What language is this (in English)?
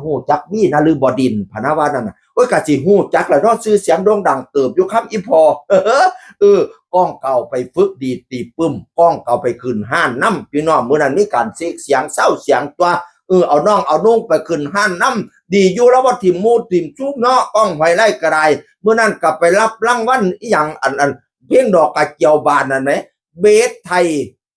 Northeastern Thai